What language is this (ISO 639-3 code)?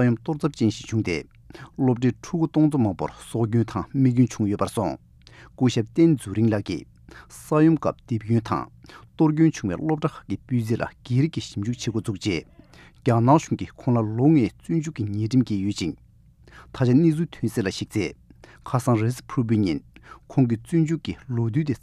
bod